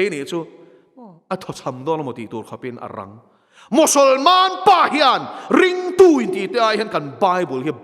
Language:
Mizo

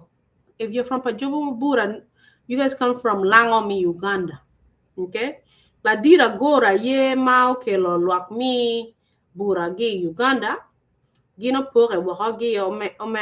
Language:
Acoli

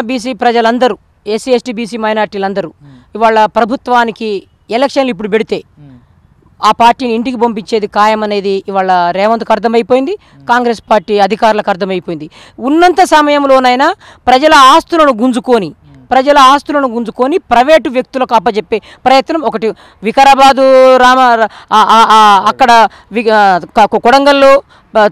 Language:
Telugu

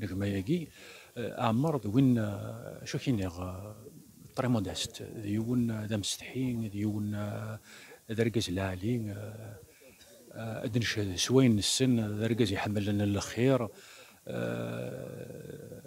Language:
Kabyle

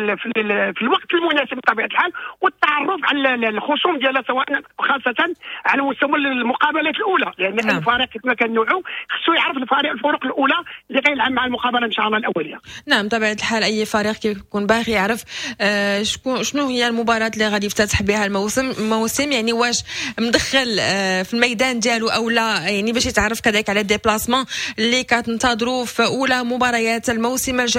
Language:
Moroccan Arabic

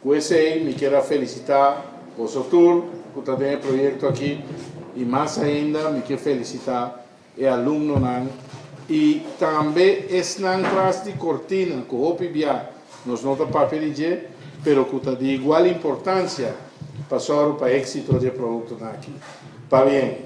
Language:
Papiamento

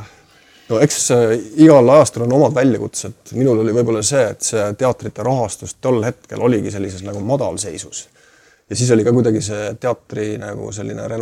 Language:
Estonian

